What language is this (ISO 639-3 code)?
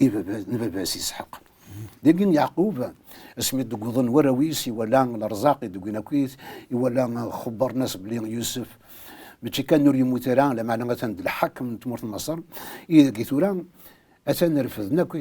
kab